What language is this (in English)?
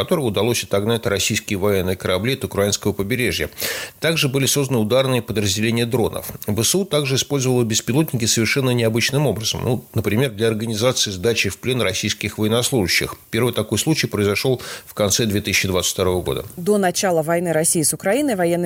Russian